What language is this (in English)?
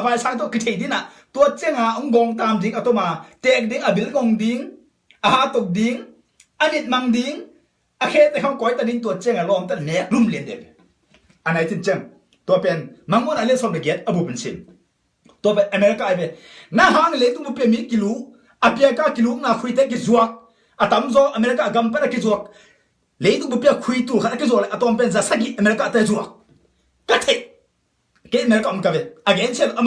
Tedim Chin